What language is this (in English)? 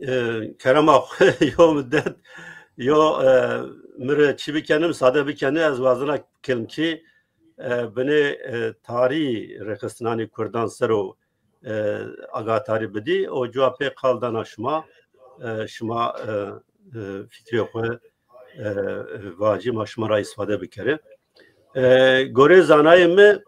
Zaza